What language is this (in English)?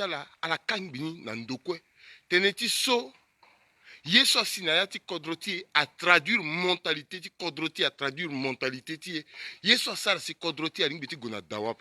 Sango